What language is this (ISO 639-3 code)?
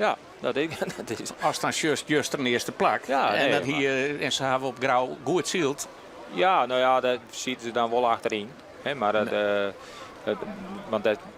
fry